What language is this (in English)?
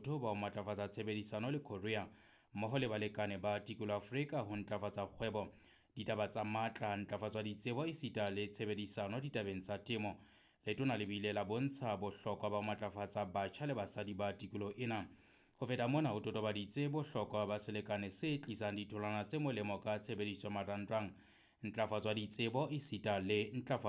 Southern Sotho